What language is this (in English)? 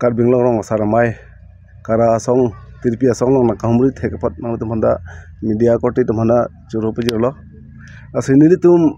Karbi